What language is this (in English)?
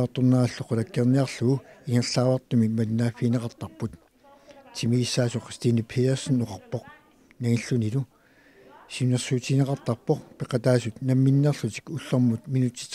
Kalaallisut